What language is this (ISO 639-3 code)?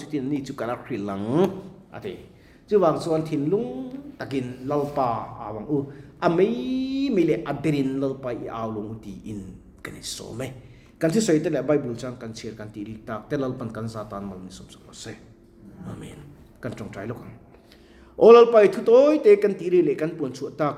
lus